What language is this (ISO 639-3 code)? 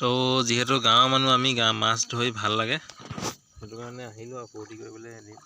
asm